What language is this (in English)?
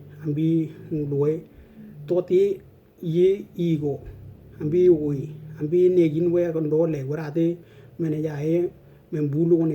Western Dani